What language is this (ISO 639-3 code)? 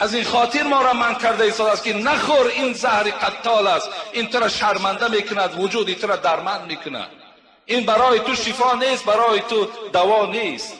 tgk